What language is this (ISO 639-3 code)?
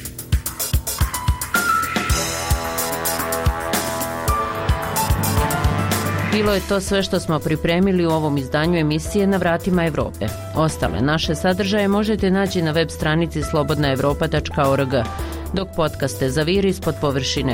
bos